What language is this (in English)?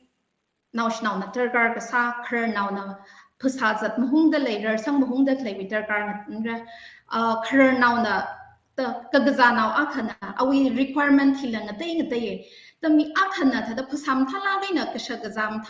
Tangkhul Naga (India)